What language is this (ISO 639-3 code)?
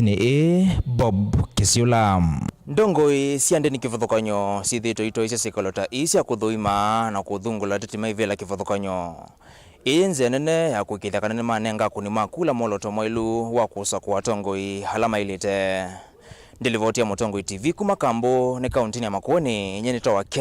kam